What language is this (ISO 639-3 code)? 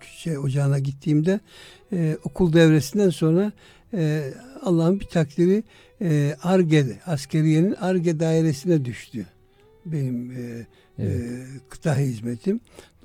tur